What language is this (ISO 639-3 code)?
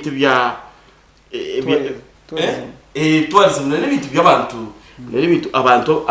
nyn